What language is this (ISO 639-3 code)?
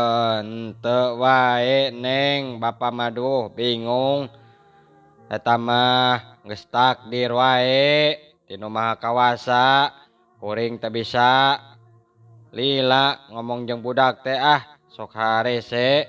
sun